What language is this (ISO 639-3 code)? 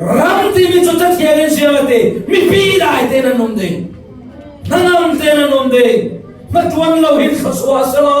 cfm